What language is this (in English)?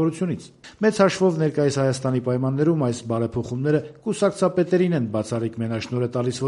Armenian